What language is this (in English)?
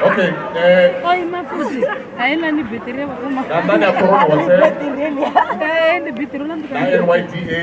Venda